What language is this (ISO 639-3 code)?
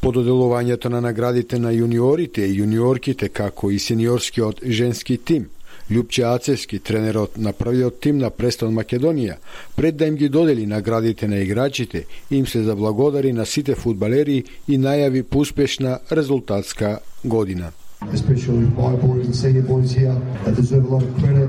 mkd